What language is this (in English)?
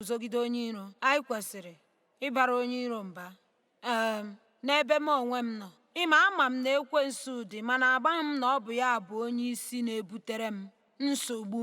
Igbo